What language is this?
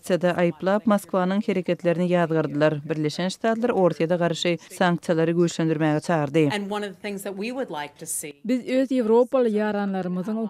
Turkmen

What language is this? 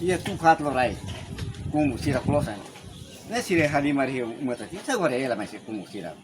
Tetum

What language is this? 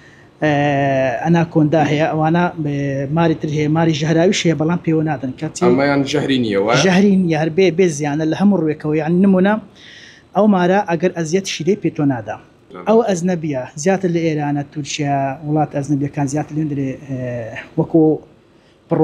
Central Kurdish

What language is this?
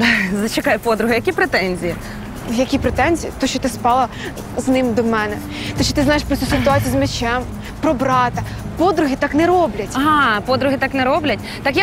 Ukrainian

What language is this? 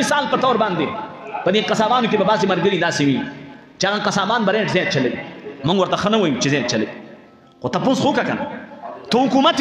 Pashto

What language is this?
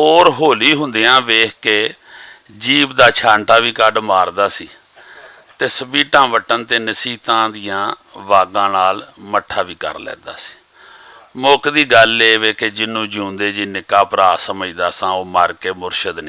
Western Panjabi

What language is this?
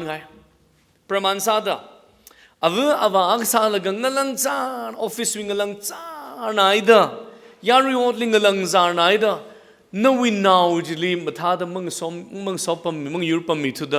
Tangkhul Naga (India)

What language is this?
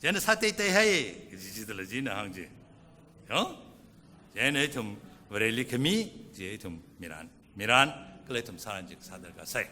Tangkhul Naga (India)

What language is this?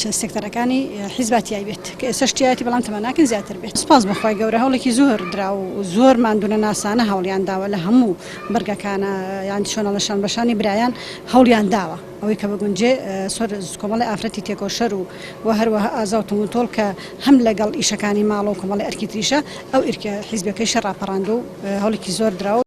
Central Kurdish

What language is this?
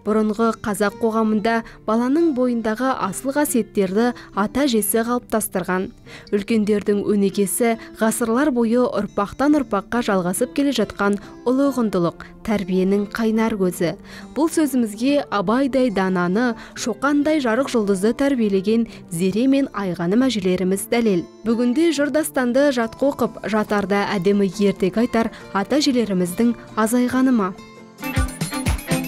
Kazakh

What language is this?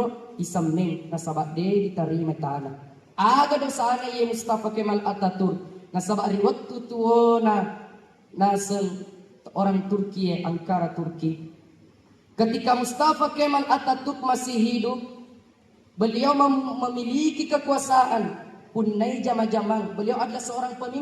Buginese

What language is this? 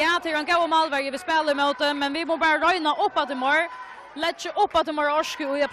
Faroese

